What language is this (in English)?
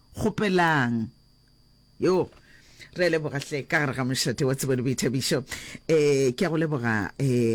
Northern Sotho